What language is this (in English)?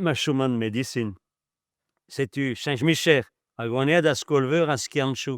Breton